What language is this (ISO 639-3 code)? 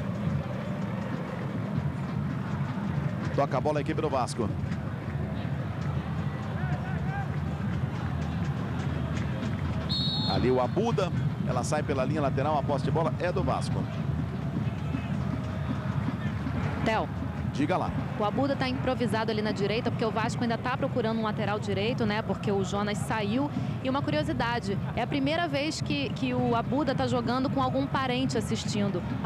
por